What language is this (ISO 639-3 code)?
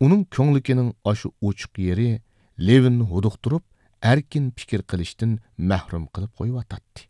uig